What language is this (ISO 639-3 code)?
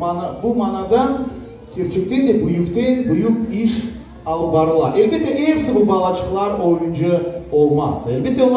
crh